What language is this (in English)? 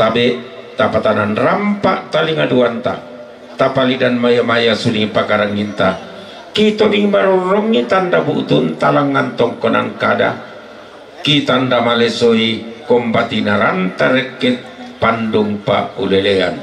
Toraja-Sa'dan